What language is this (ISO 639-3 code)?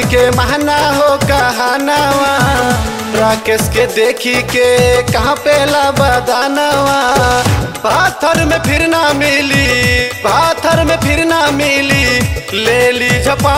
bho